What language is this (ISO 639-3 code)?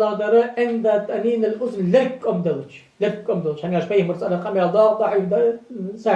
inh